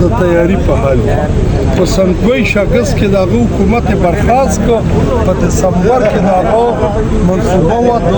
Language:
Pashto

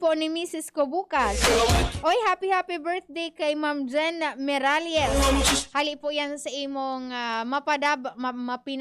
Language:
Bikol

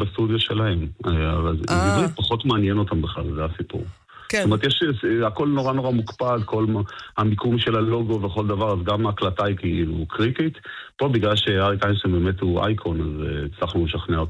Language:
Hebrew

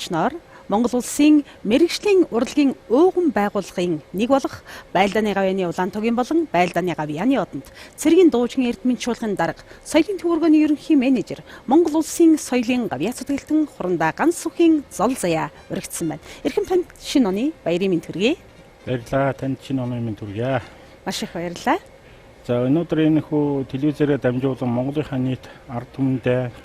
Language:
Mongolian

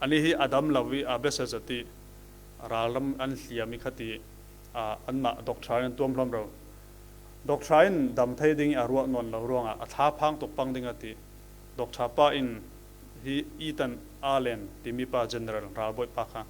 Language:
Falam Chin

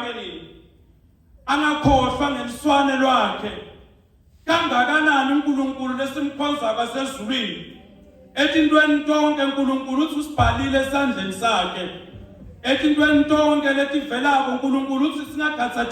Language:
Zulu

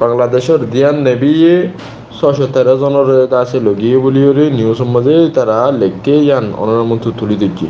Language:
Rohingya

